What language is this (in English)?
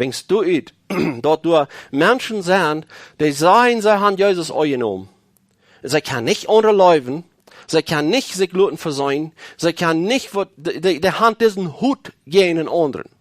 Plautdietsch